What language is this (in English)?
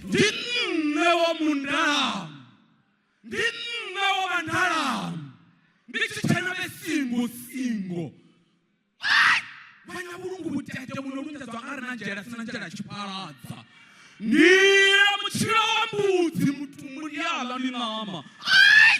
Venda